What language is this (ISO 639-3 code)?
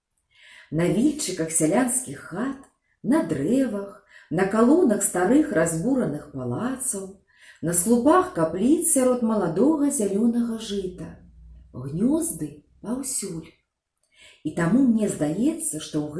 bel